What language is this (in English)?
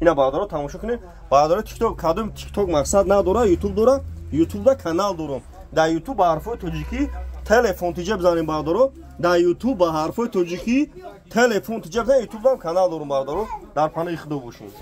Tajik